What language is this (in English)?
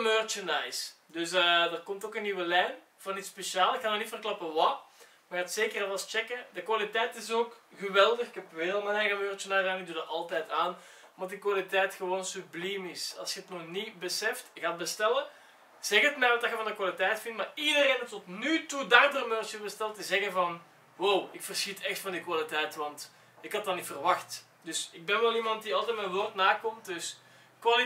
Dutch